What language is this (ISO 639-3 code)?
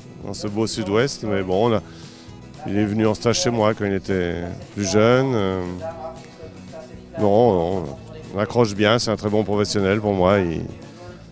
fra